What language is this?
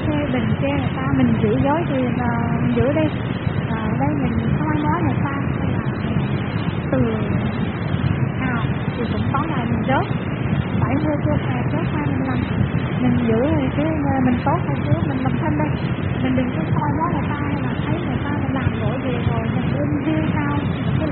Vietnamese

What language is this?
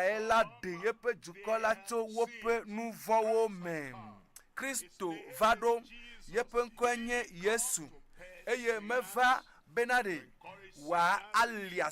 Ewe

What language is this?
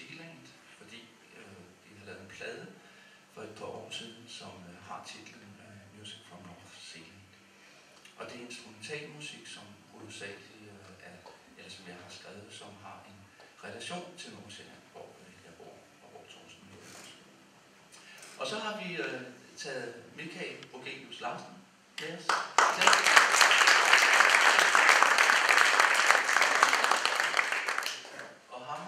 Danish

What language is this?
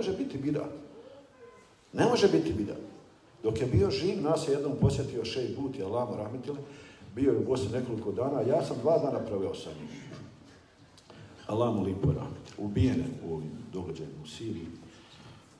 Bosnian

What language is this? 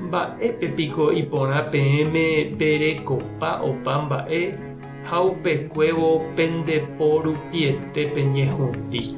Guarani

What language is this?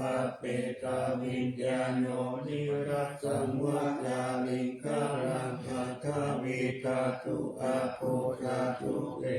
Pali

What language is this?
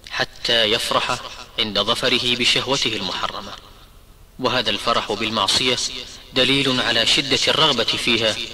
Arabic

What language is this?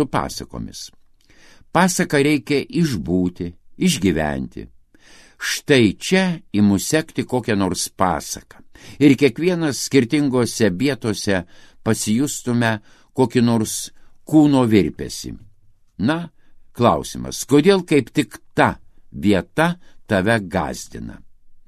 Lithuanian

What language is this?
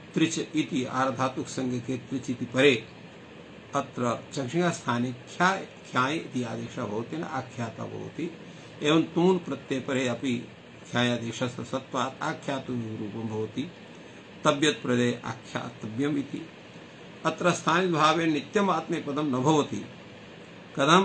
Sanskrit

